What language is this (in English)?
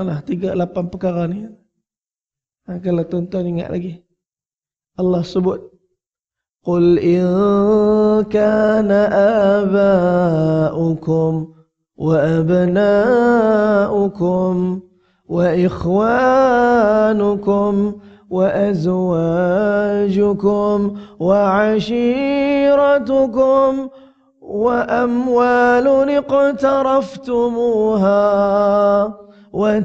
Malay